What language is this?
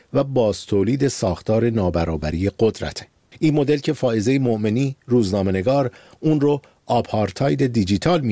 Persian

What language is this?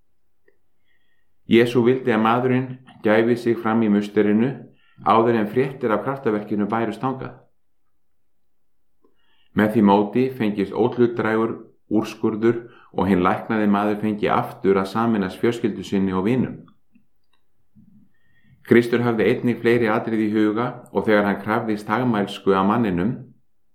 Icelandic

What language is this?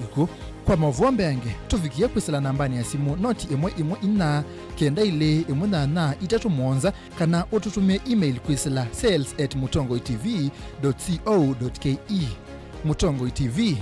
Kamba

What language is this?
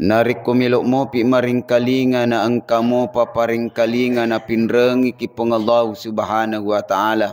Buginese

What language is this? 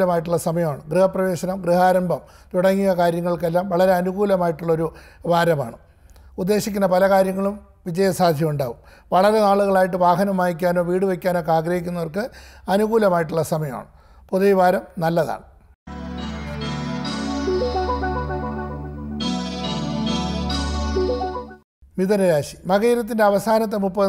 Malayalam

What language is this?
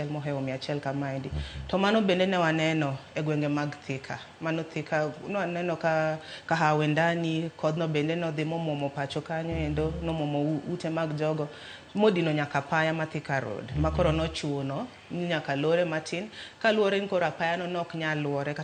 Luo (Kenya and Tanzania)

